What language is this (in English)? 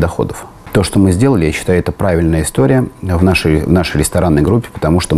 Russian